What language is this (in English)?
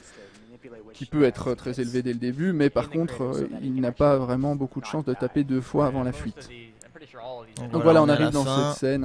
French